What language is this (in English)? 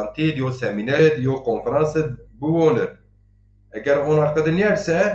Zaza